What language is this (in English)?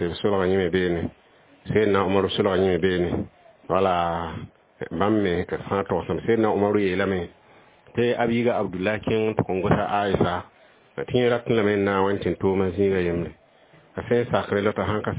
Mossi